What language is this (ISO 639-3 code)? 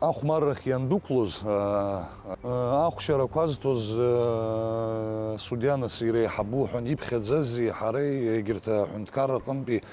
abk